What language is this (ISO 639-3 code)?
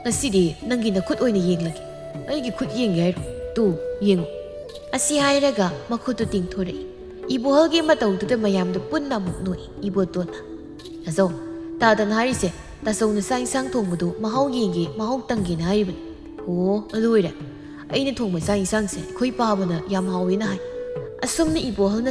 mni